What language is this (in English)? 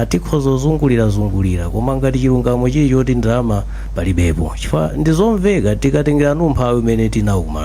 Nyanja